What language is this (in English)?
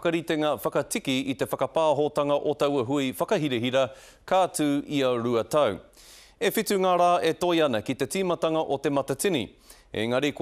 Māori